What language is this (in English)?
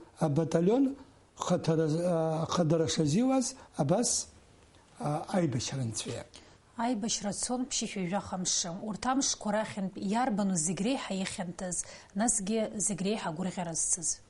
Abkhazian